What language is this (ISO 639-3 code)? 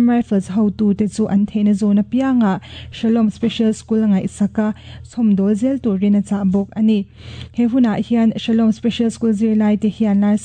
lus